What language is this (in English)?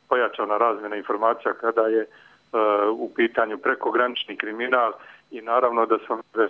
Croatian